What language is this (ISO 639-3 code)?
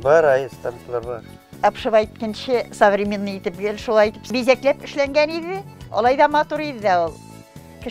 bak